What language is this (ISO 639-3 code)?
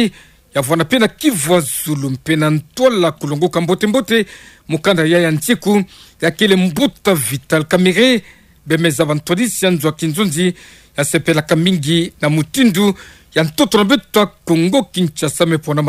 ktu